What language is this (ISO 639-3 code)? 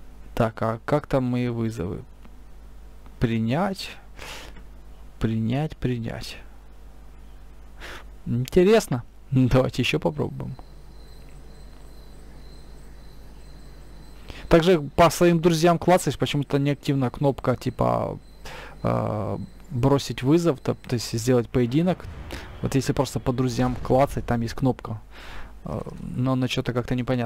rus